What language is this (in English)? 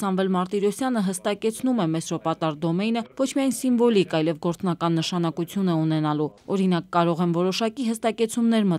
Armenian